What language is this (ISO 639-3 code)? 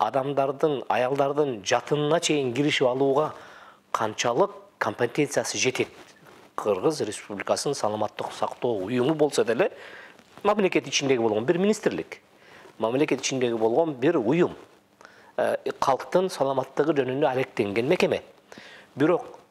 kir